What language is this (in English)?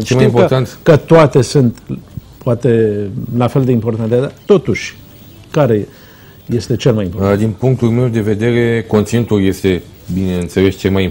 Romanian